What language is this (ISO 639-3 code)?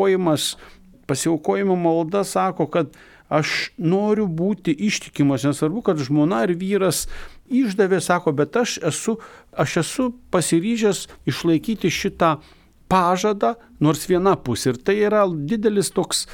lit